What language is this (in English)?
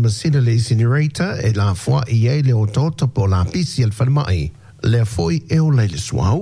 Samoan